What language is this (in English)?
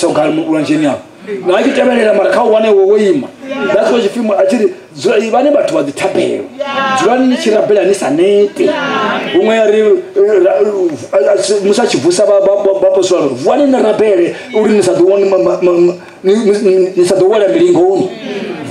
Venda